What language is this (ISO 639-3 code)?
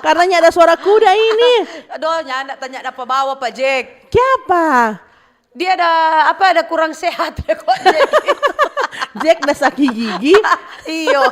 xmm